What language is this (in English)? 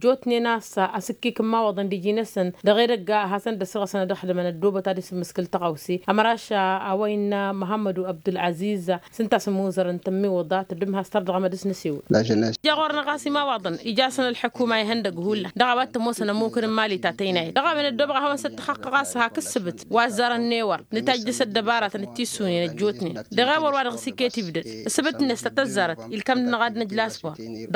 Tamasheq